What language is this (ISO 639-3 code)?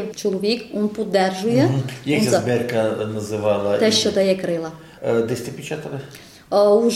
ukr